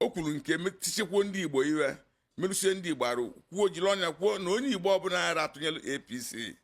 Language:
Igbo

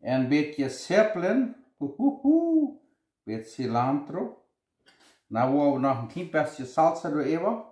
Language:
Plautdietsch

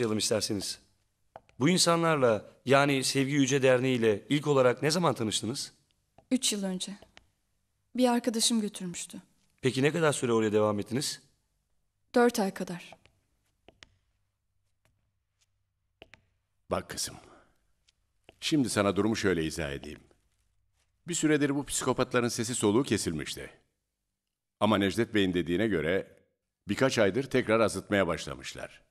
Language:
Turkish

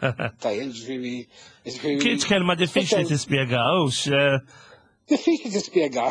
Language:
Maltese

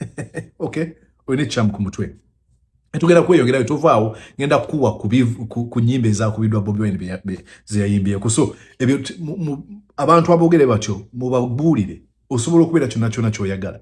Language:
Ganda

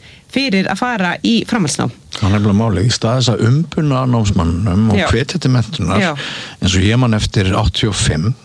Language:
Icelandic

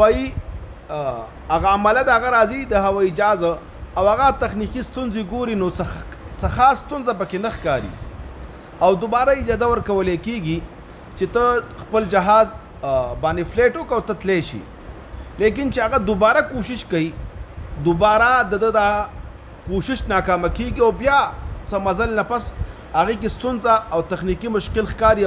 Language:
Pashto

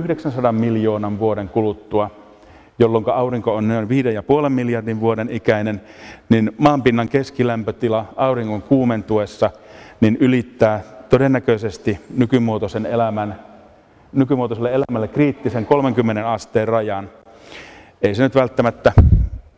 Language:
Finnish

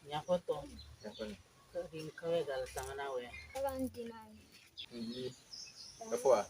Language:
Ewe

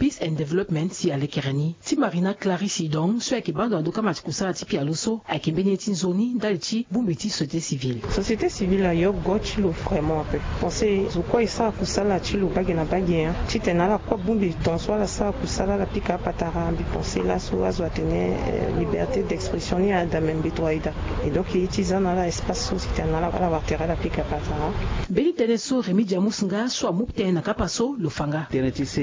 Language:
Sango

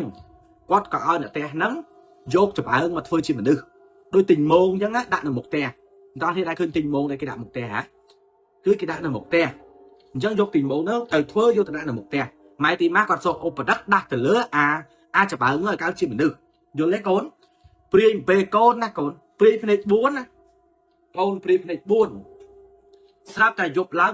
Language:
Khmer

